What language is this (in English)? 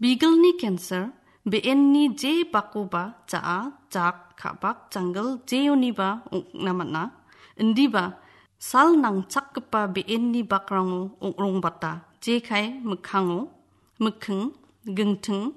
Garo